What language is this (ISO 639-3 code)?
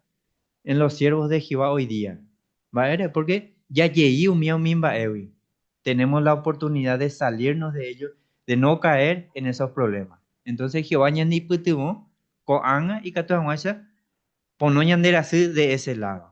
grn